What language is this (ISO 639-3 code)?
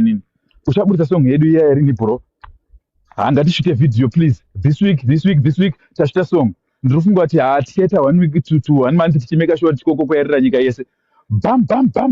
sna